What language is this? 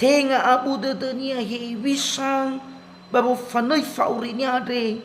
Nias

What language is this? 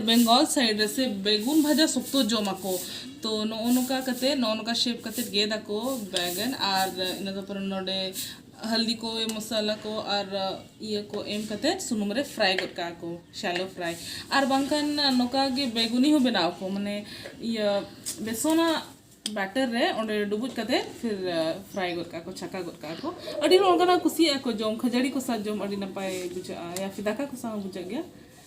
Santali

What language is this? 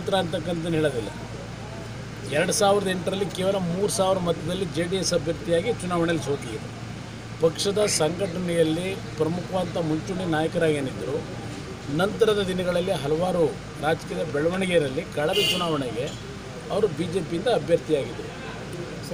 Kannada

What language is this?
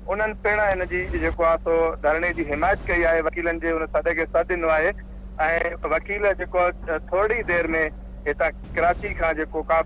Sindhi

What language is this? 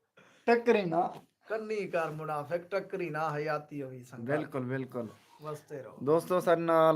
Saraiki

